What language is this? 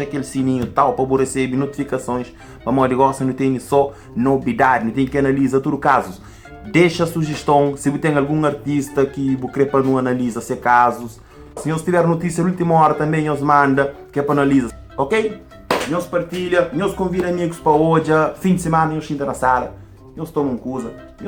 Kabuverdianu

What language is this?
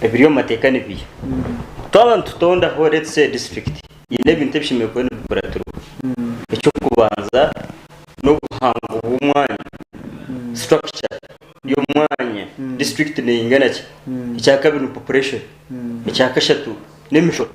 Nyankole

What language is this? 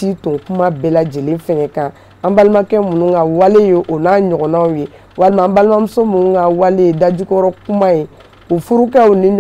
Bambara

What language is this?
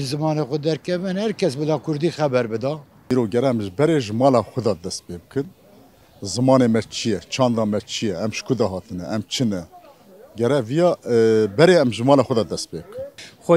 Kurdish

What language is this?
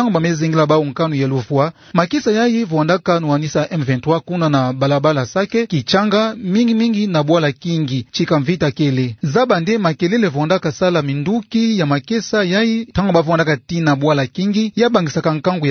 Kituba (Democratic Republic of Congo)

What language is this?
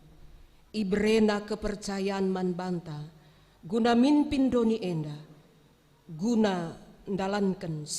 Batak Karo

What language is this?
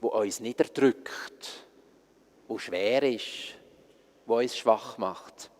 Swiss German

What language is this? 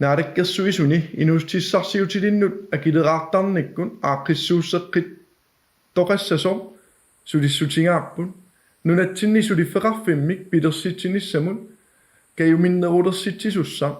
Kalaallisut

